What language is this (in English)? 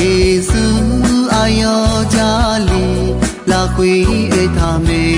Akha